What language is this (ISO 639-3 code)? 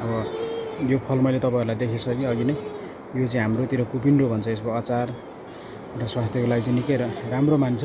nep